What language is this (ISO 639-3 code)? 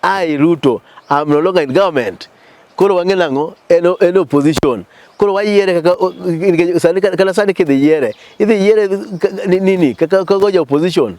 luo